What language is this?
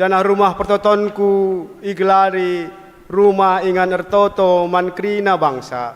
Batak Karo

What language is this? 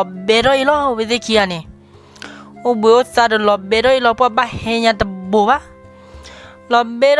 S'gaw Karen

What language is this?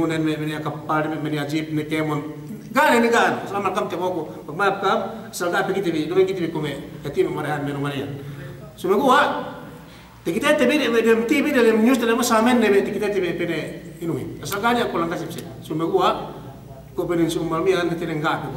Yakan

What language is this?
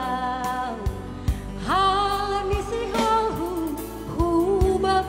Batak Simalungun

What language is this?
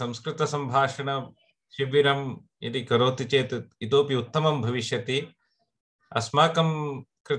Sanskrit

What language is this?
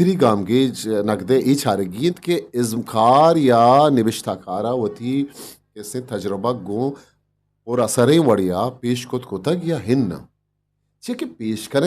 Eastern Balochi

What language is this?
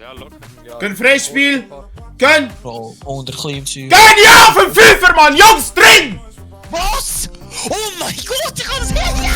Swiss German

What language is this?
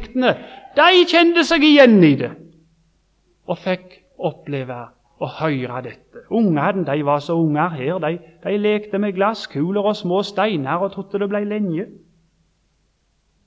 Norwegian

